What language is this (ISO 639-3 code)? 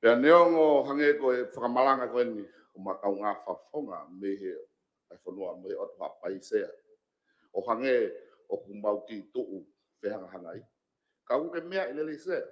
ton